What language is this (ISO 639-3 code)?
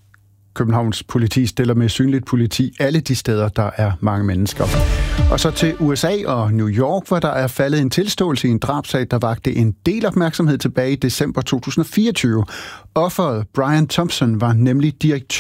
dan